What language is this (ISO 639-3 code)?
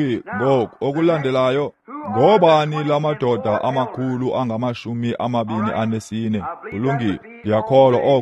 xho